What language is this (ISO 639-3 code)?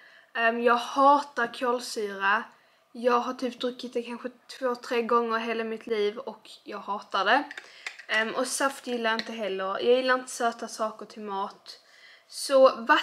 swe